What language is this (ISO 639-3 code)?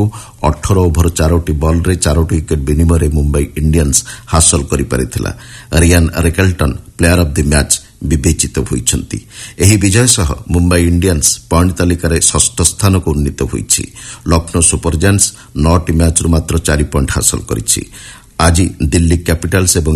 ori